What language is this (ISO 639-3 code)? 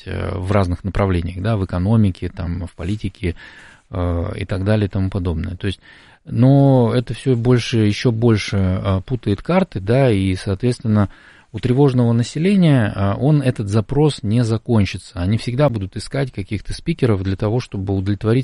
rus